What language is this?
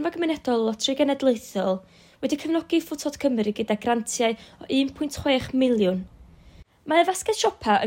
Welsh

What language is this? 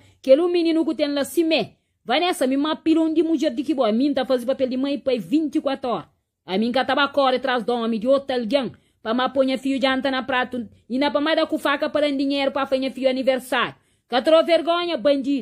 Kabuverdianu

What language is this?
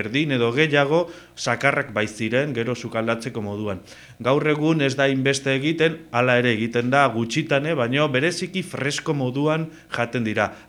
Basque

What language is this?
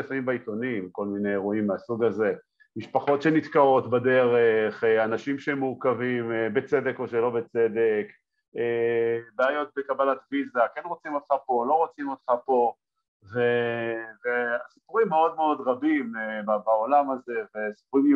Hebrew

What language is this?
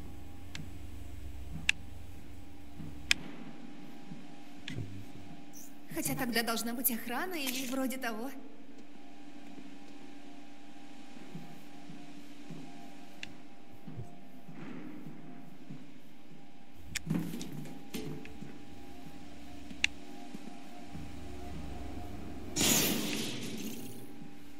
Russian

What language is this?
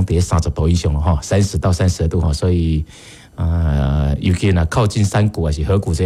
Min Nan Chinese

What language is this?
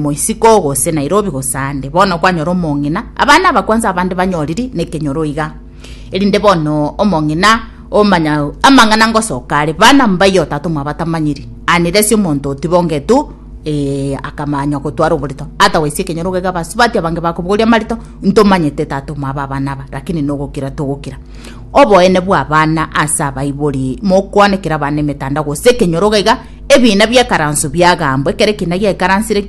Gusii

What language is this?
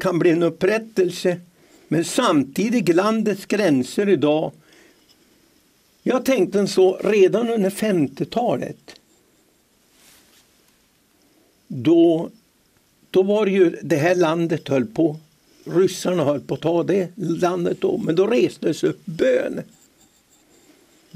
Swedish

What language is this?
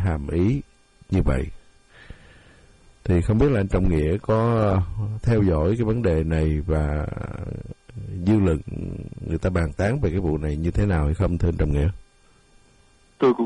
Vietnamese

